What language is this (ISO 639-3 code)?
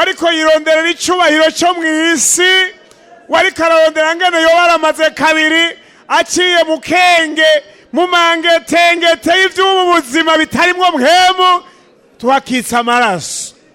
run